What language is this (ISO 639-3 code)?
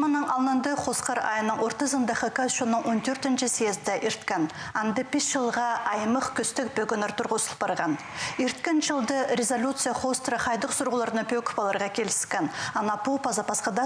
kjh